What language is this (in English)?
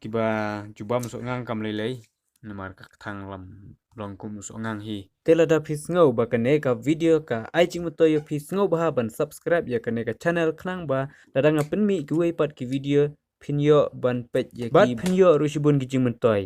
Khasi